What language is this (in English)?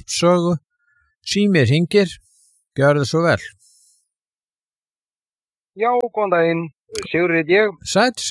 Icelandic